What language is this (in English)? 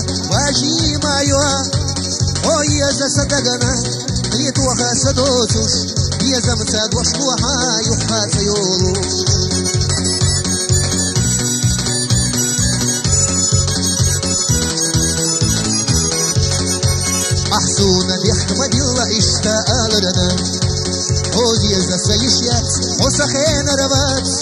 Chechen